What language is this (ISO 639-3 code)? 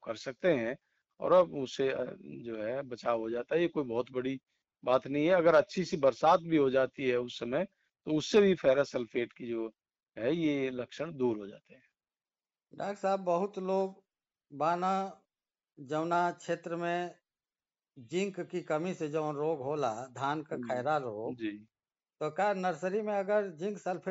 hin